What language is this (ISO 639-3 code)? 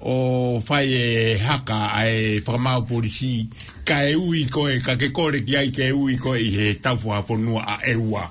ton